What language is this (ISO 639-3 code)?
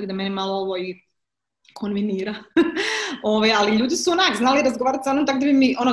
hrv